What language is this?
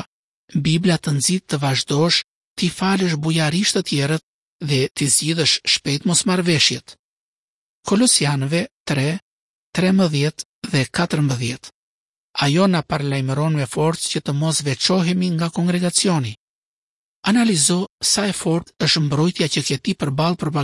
Albanian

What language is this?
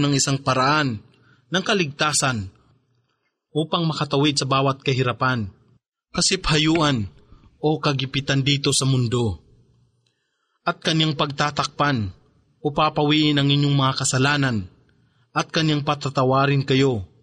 Filipino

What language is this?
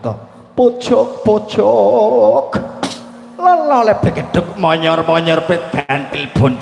Javanese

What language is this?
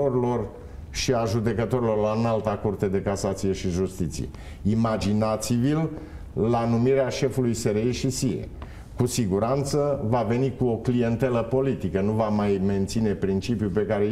Romanian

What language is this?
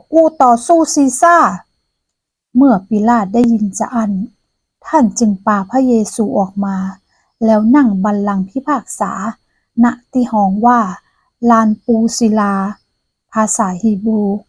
Northern Thai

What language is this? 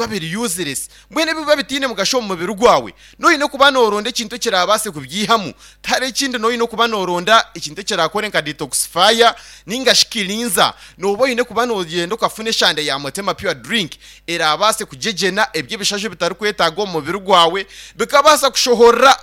Nyankole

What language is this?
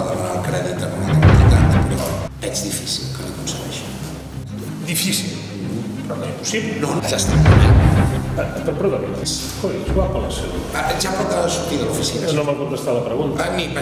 Catalan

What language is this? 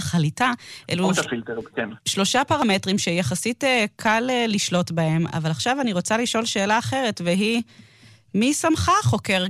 Hebrew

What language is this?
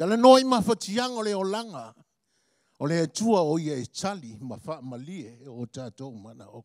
Samoan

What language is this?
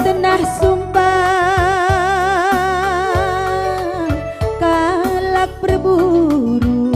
Batak Karo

